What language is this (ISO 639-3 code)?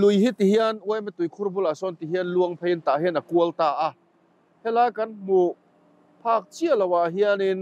lus